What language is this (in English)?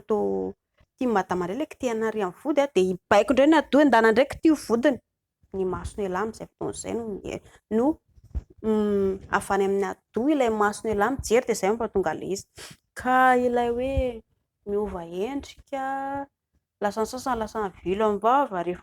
Malagasy